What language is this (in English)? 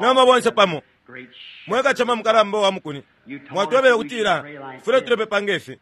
Bemba